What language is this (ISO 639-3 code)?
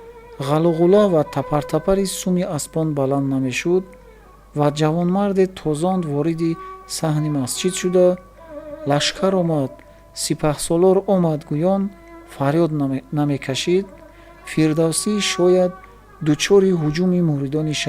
tgk